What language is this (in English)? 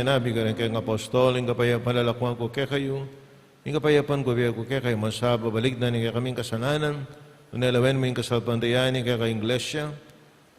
Pampanga